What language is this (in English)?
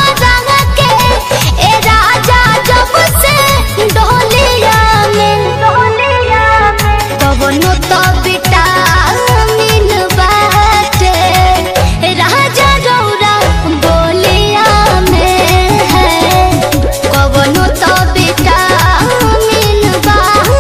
Bhojpuri